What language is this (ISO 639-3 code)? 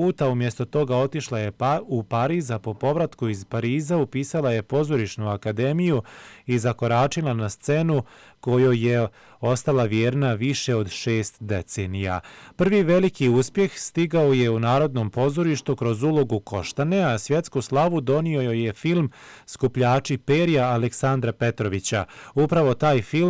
bos